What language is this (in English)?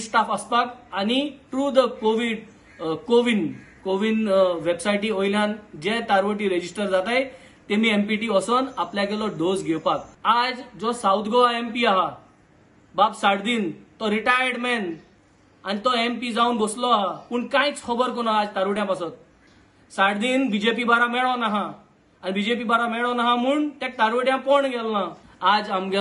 Konkani